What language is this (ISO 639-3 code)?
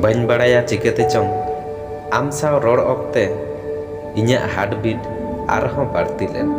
sat